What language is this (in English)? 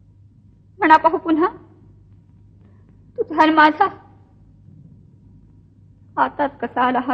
Marathi